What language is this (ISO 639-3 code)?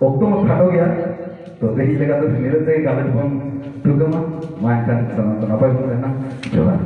sat